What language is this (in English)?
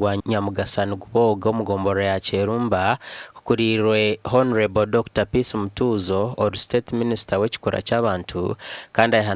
Nyankole